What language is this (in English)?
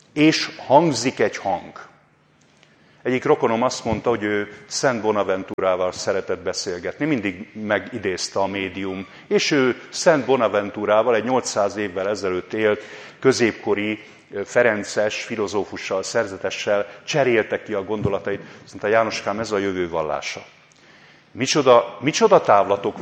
Hungarian